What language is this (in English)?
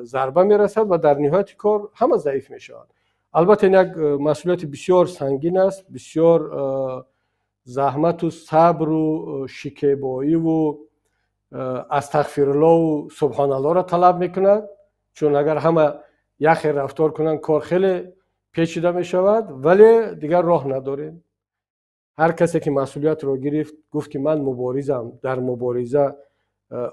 Tajik